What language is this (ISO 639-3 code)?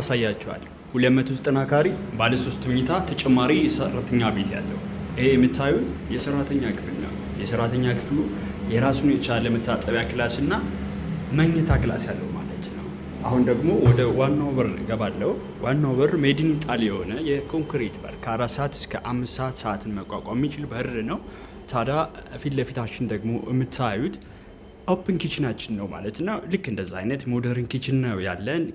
amh